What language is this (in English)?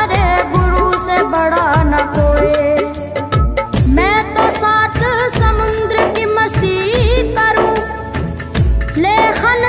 Hindi